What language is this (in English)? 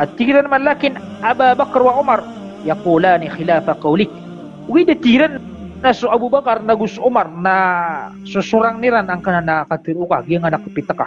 Maranao